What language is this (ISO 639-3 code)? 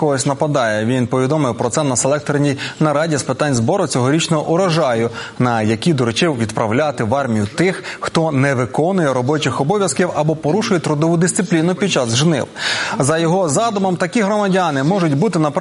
ukr